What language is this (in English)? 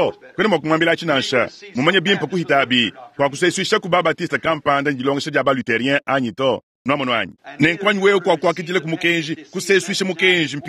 Luba-Lulua